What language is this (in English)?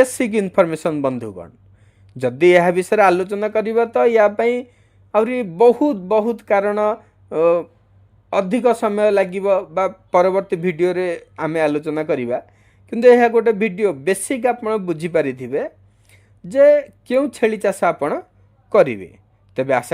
Odia